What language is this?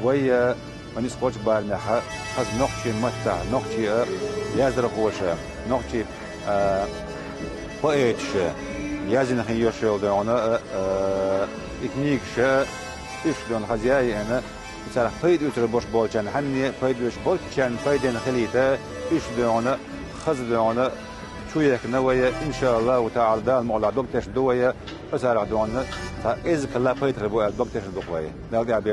Chechen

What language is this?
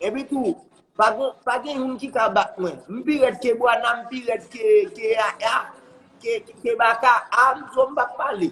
Haitian Creole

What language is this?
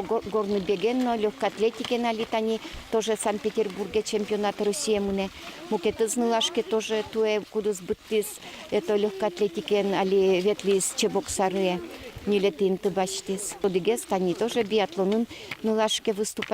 Udmurt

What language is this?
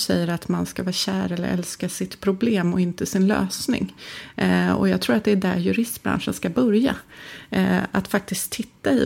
Swedish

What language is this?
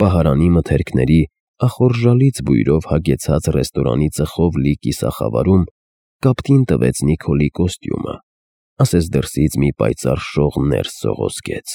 Armenian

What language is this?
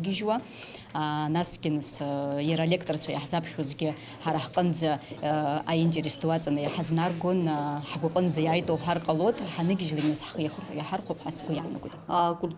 Abkhazian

